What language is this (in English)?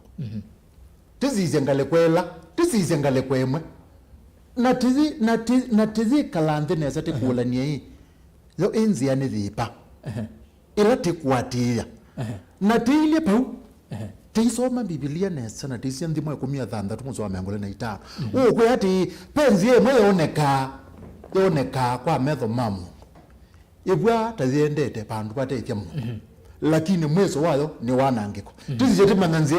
Kamba